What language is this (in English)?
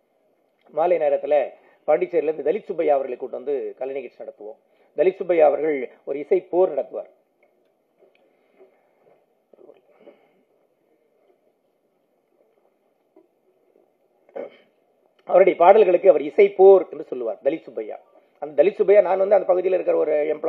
Tamil